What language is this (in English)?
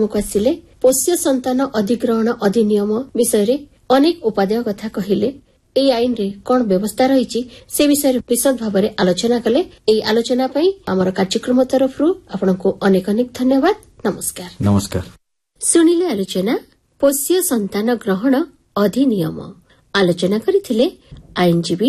Odia